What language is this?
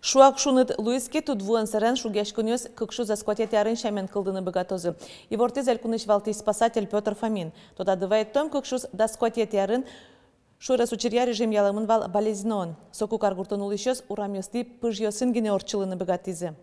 Udmurt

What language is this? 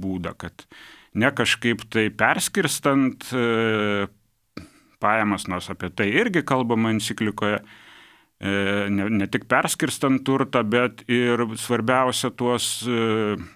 Lithuanian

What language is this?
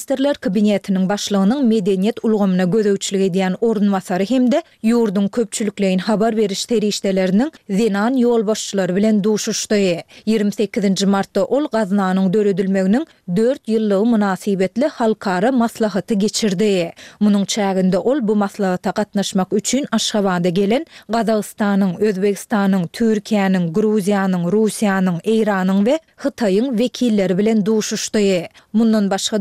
Turkmen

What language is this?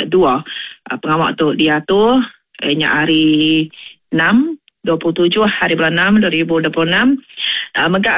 Iban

